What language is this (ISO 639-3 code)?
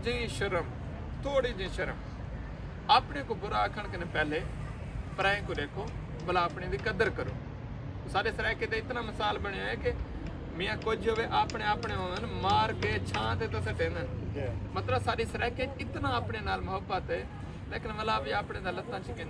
skr